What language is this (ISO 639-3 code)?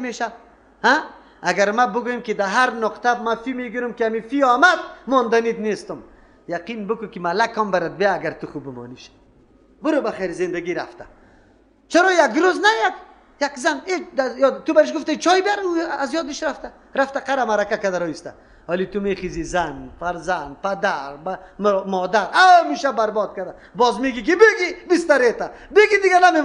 fas